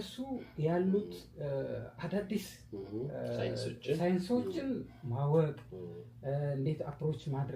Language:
Amharic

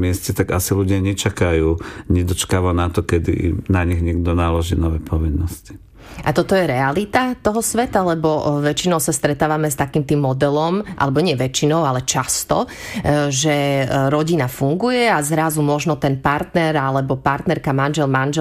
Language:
Slovak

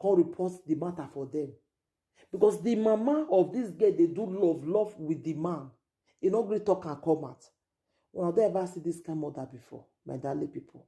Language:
Nigerian Pidgin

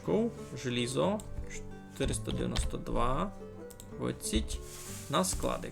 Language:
Rusyn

